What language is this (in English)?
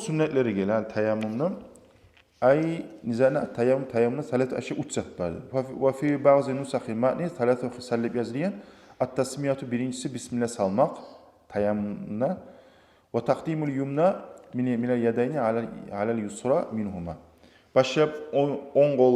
Kumyk